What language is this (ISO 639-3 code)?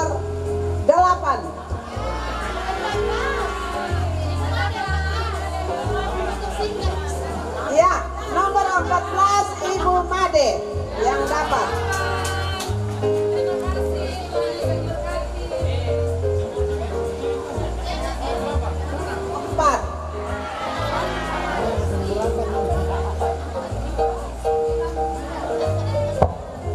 ind